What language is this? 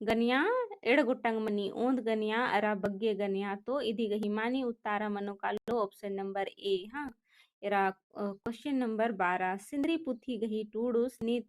Kurukh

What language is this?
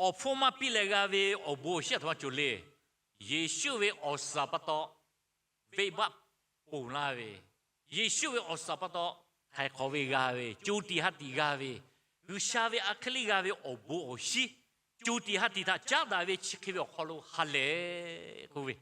Lahu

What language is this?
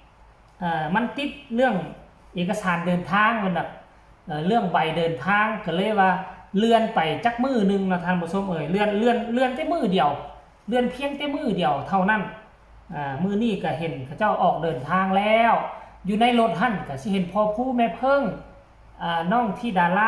Northeastern Thai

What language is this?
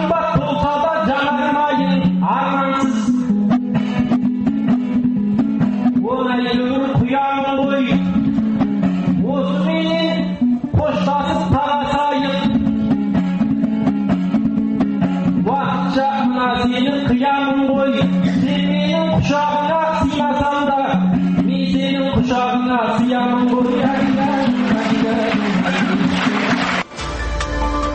Kazakh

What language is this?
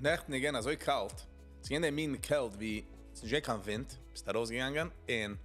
Yiddish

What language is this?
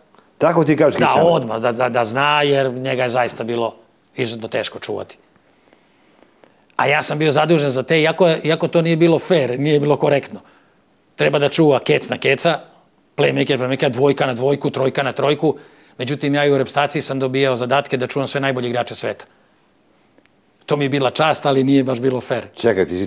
Serbian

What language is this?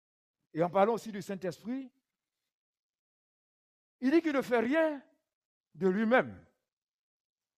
French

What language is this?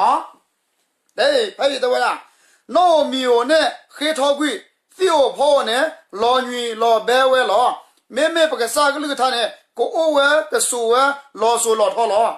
S'gaw Karen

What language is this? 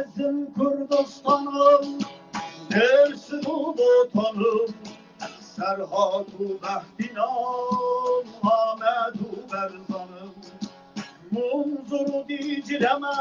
Kurdish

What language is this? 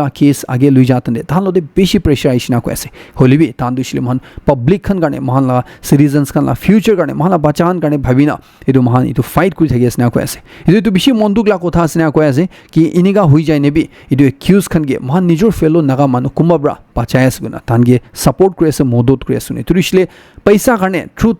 Naga Pidgin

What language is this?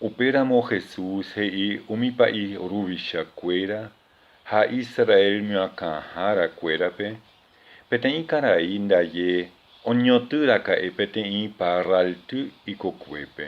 Guarani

